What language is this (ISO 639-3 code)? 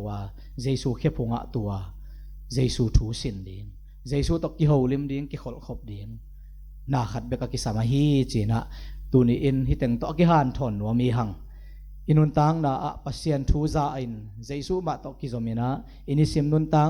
ctd